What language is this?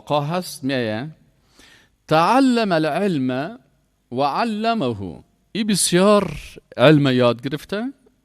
Persian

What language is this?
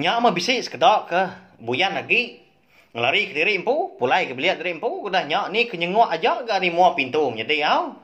Iban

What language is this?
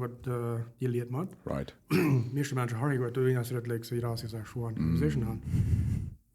Plautdietsch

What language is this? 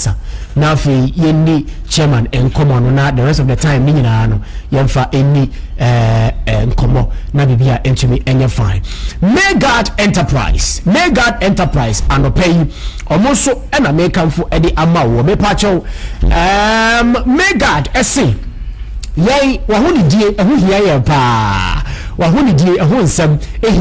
Akan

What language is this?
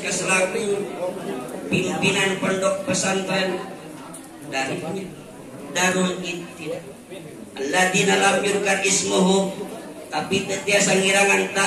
Sundanese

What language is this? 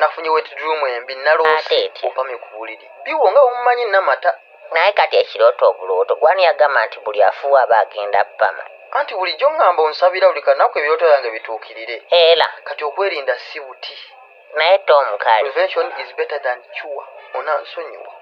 Ganda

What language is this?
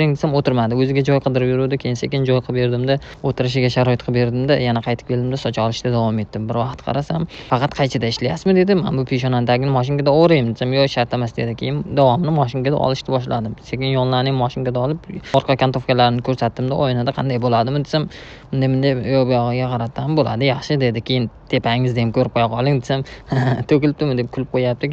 Uzbek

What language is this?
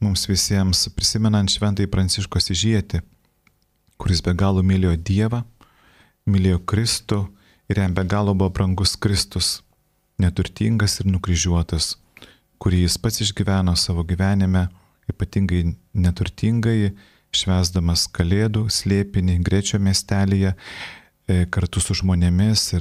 Lithuanian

